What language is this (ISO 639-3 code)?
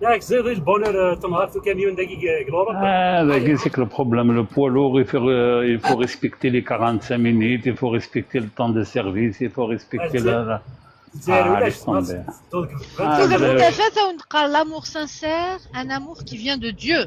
kab